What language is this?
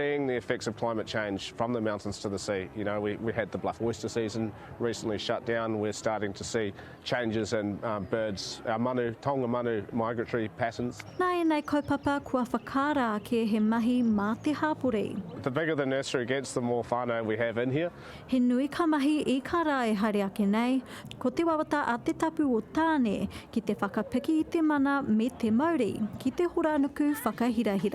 Māori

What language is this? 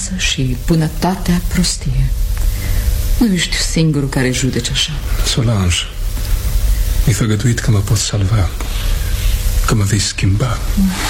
Romanian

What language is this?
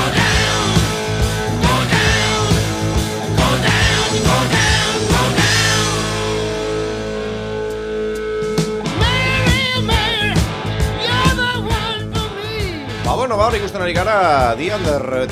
Basque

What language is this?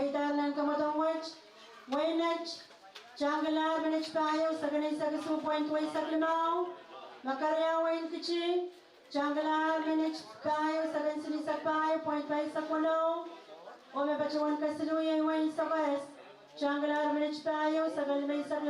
Pohnpeian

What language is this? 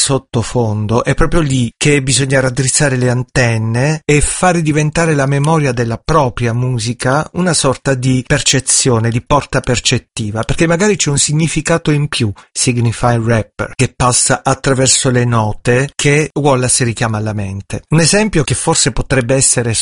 Italian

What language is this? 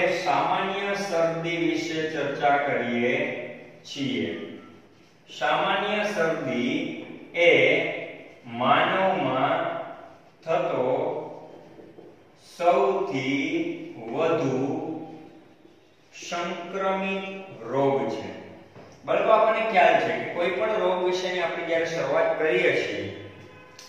Gujarati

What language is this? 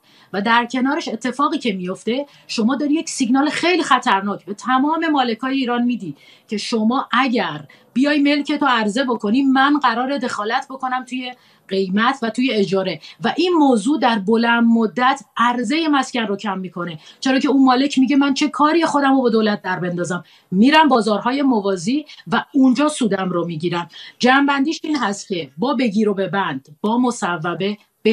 Persian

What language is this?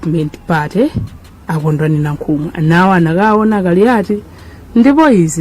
Nyanja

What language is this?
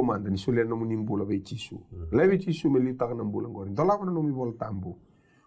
Fijian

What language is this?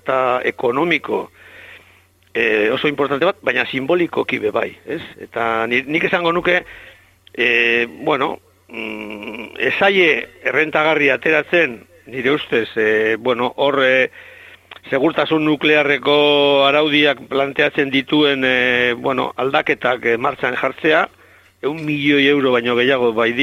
Basque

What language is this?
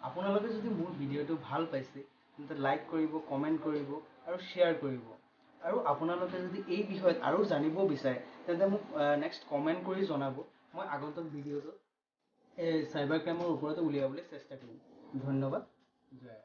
Assamese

